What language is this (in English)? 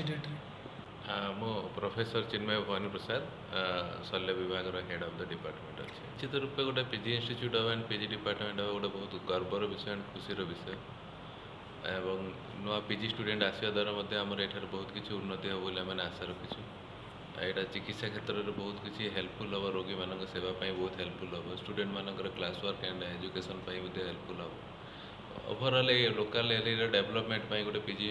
Odia